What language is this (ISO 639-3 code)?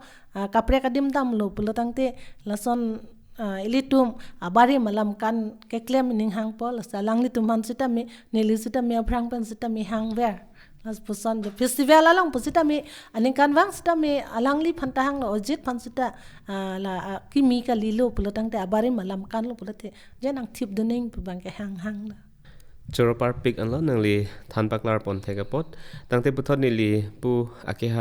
mjw